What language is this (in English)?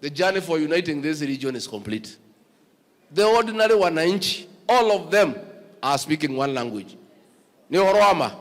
Kamba